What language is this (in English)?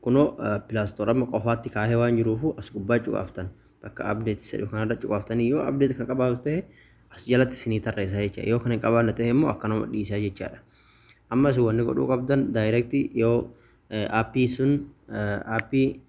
Oromo